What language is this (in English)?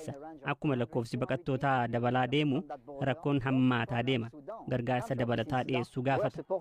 Oromo